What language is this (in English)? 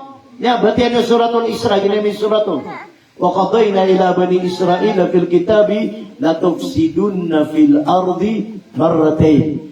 Maranao